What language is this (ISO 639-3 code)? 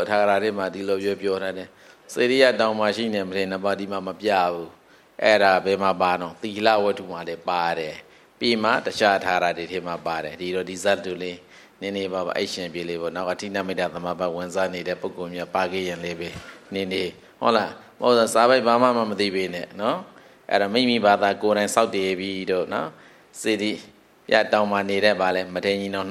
mya